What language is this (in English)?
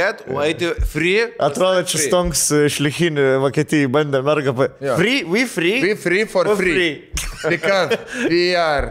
Lithuanian